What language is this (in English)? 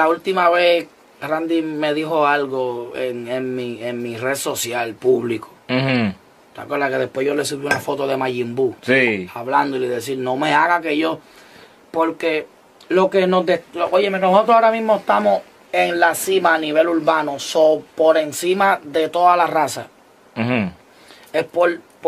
Spanish